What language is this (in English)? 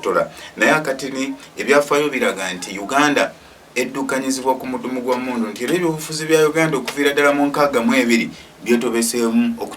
Ganda